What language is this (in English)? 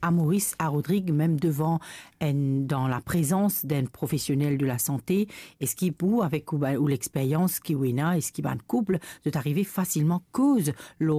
Morisyen